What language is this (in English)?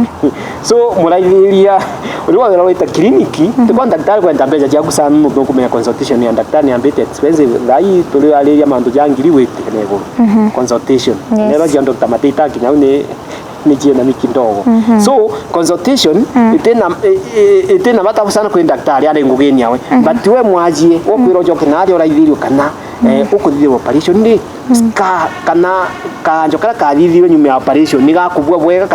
Meru